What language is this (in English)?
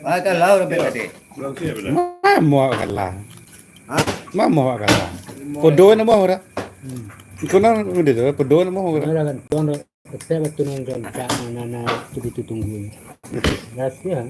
Minangkabau